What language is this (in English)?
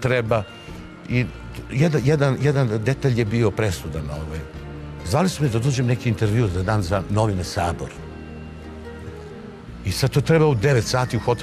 Serbian